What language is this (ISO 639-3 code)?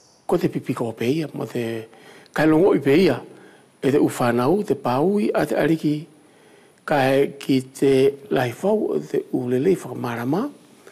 wls